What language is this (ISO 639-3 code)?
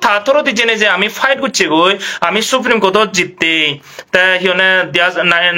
ccp